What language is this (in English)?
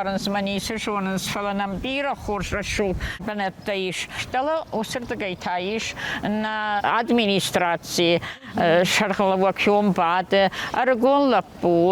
Ossetic